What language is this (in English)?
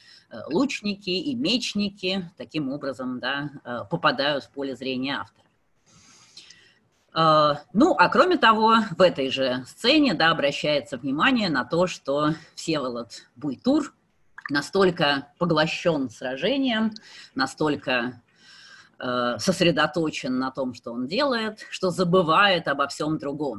Russian